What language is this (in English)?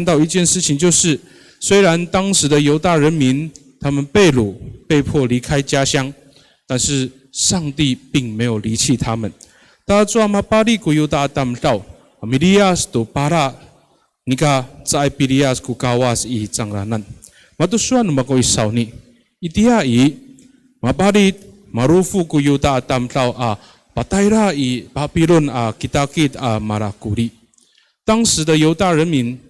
Amis